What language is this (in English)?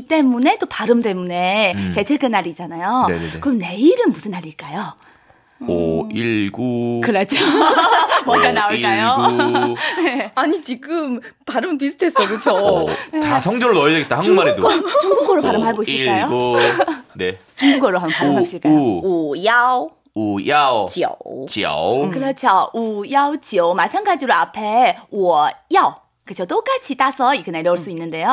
Korean